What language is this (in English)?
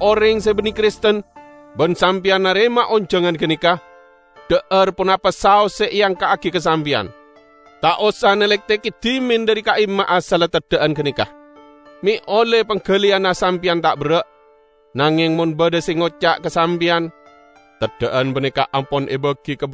Madurese